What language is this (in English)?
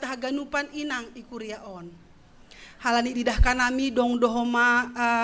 Batak Simalungun